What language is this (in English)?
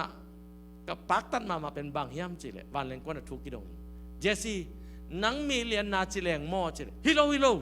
Tedim Chin